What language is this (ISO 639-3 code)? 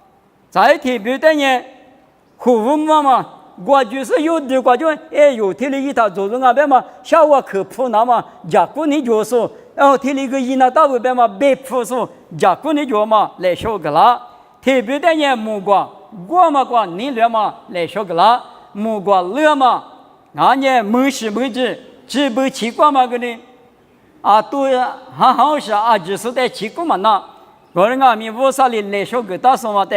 lis